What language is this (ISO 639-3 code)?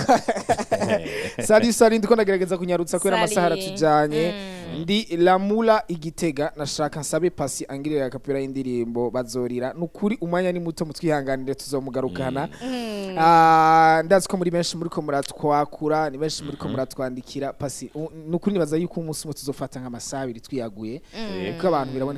run